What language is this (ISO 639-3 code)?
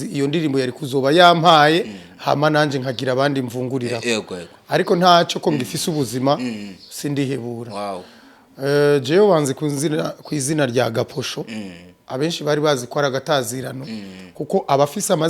run